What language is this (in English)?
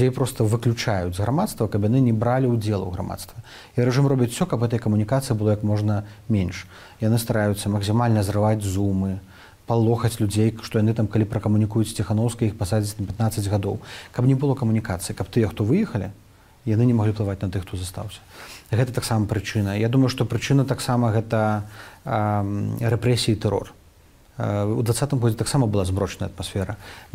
Belarusian